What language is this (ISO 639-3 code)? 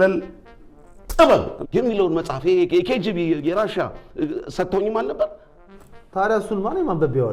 amh